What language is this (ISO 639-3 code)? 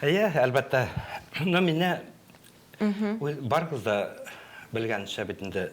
tat